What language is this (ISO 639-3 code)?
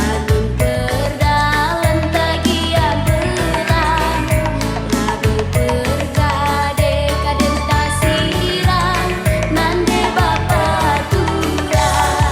btx